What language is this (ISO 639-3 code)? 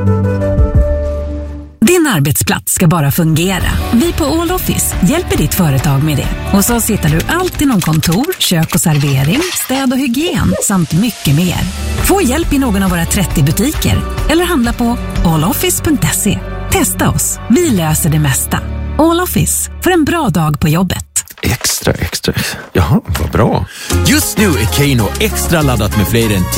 swe